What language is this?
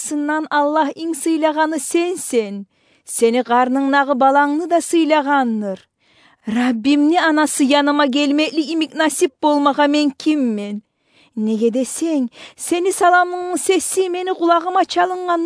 Kumyk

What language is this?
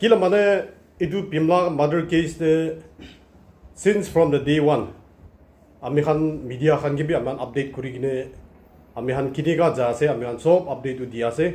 Naga Pidgin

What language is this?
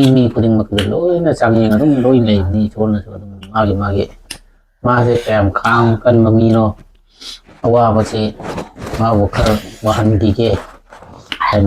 Manipuri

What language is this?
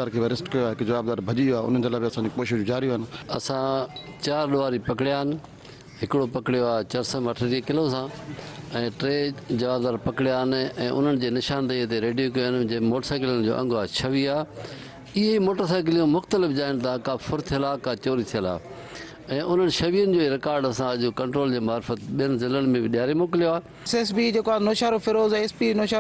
Sindhi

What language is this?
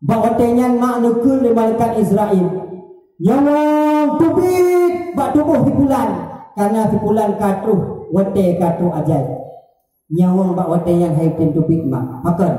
Achinese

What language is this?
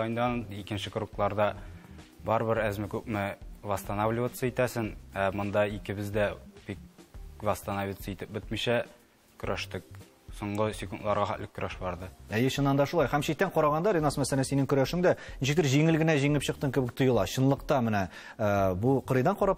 Tatar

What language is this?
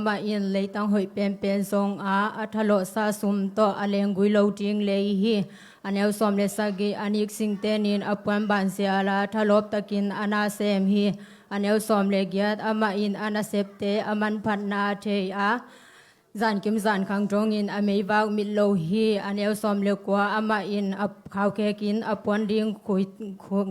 Tedim Chin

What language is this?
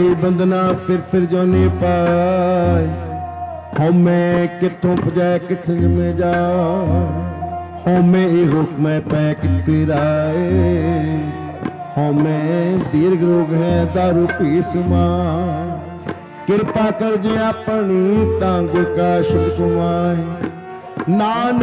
Punjabi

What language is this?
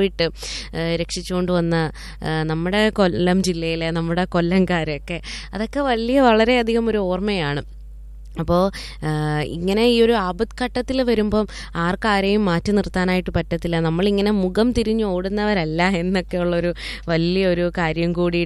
Malayalam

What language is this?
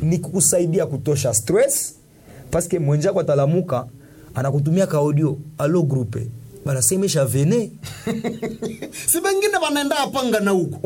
Swahili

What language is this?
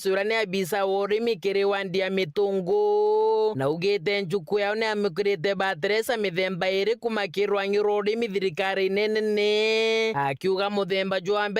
Meru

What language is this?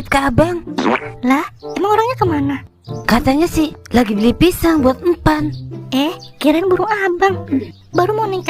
Betawi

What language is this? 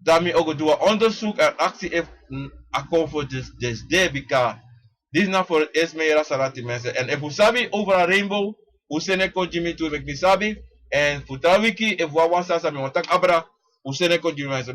Sranan Tongo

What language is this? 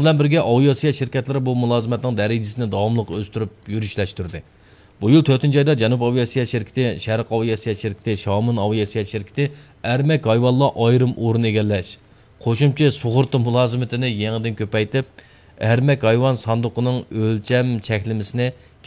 Uyghur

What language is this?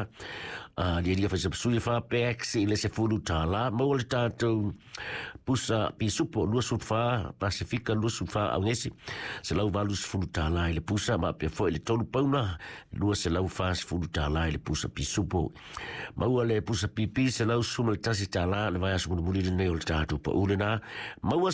Samoan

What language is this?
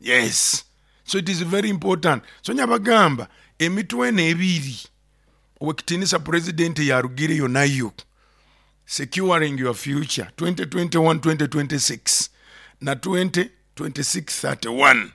Nyoro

